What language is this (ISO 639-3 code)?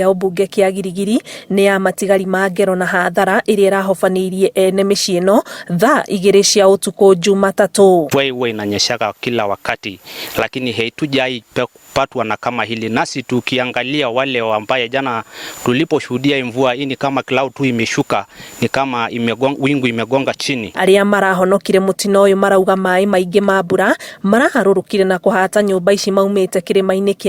kik